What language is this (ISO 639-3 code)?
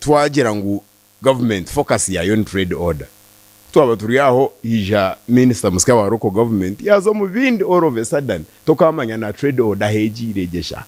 nyn